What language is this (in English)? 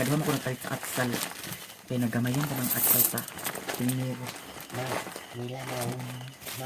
Cebuano